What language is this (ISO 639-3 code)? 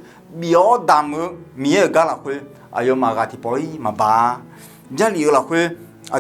ahk